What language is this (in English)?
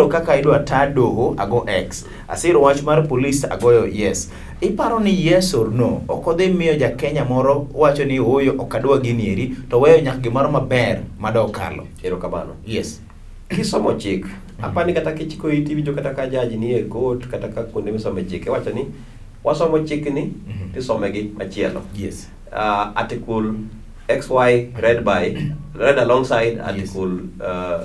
Luo (Kenya and Tanzania)